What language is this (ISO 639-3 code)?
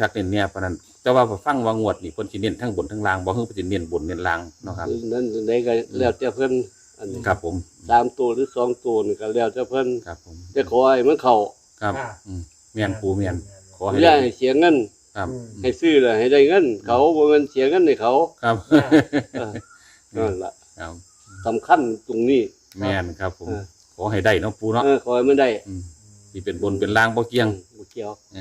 tts